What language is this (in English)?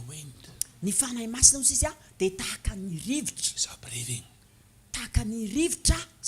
Malagasy